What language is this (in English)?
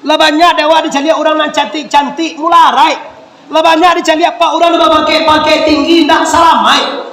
Minangkabau